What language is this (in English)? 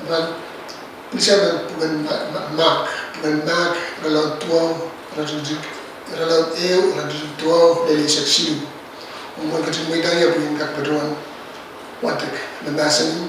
Pohnpeian